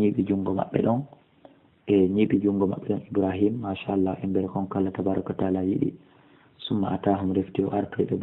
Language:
Fula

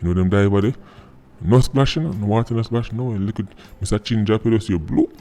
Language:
Jamaican Creole English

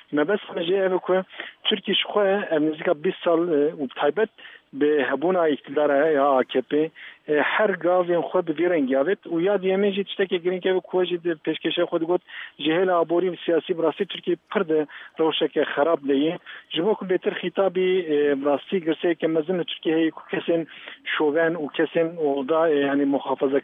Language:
Kurdish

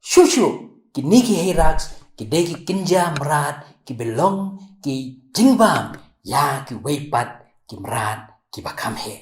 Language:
Khasi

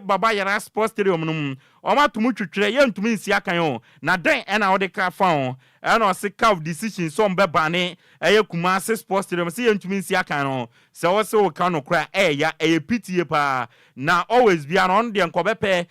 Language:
Akan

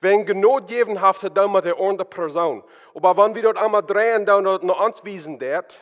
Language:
Plautdietsch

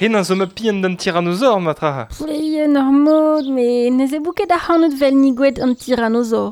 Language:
Breton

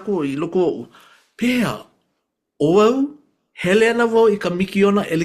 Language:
Hawaiian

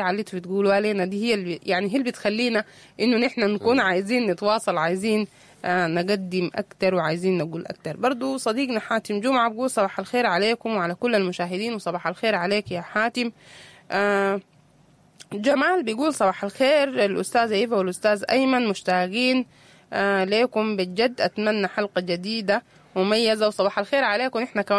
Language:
Sudanese Arabic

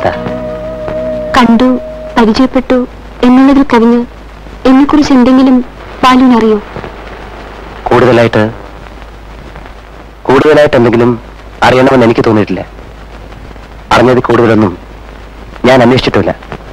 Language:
Malayalam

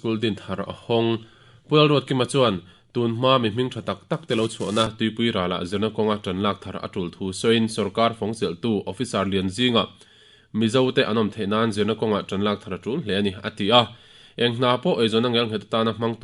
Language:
Mizo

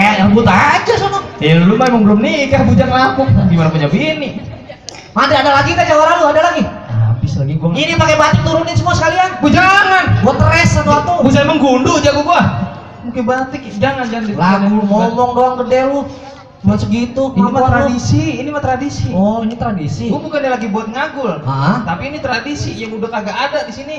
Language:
Betawi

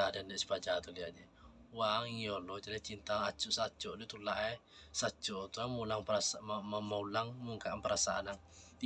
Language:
Minangkabau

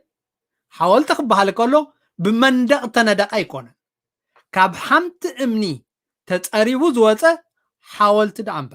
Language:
Tigrinya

